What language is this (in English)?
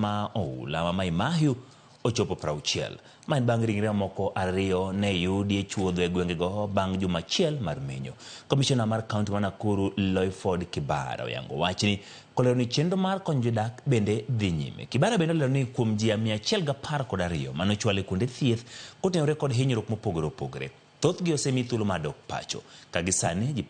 Luo (Kenya and Tanzania)